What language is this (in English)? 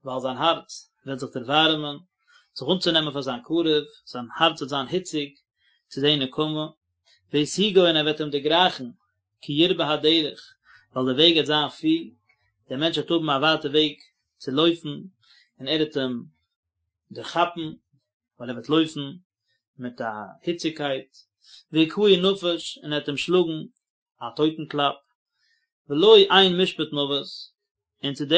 Yiddish